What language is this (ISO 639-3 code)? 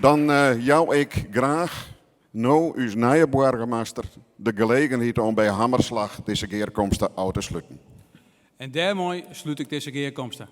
fry